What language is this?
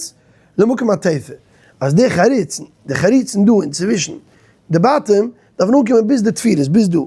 Yiddish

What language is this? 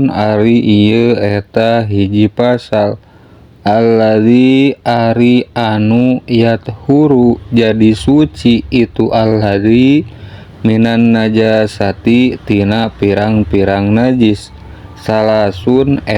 Sundanese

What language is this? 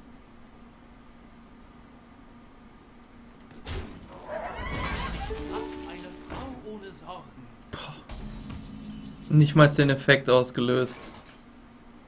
German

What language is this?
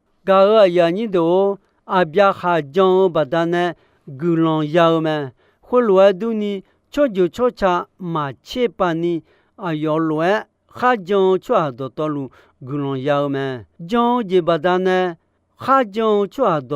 Akha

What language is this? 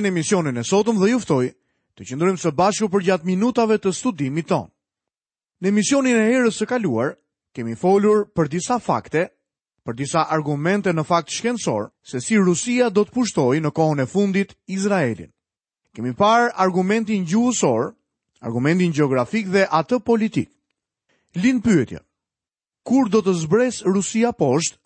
Albanian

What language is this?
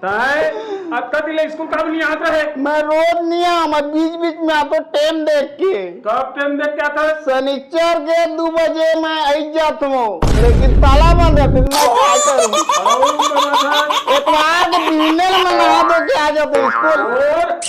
Chhattisgarhi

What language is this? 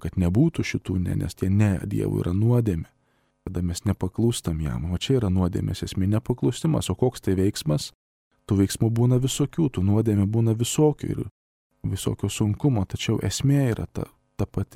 Lithuanian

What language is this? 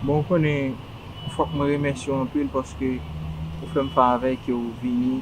Haitian Creole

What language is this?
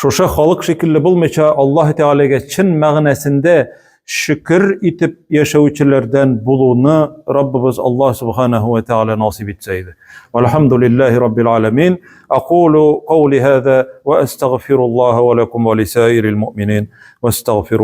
Tatar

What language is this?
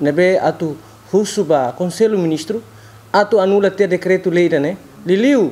Tetum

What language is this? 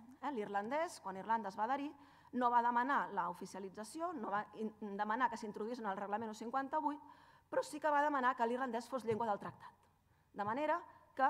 Catalan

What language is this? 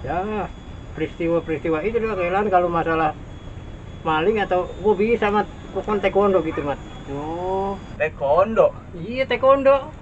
Betawi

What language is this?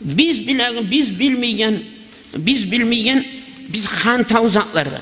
Kumyk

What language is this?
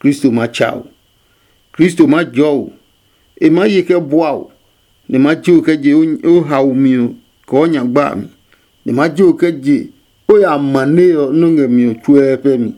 Adangme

